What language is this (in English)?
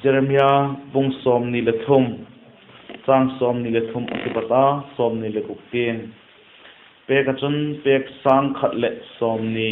Vaiphei